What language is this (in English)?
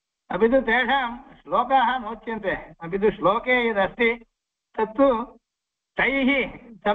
Sanskrit